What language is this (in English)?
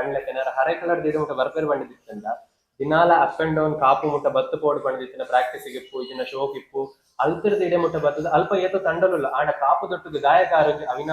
Tulu